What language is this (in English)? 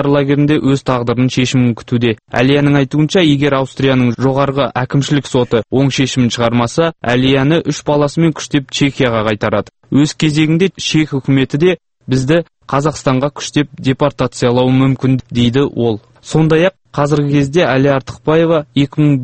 Kazakh